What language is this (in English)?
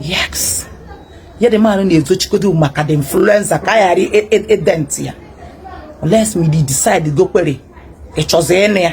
Igbo